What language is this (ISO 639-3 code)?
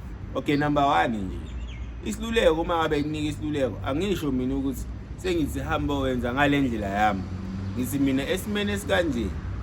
zul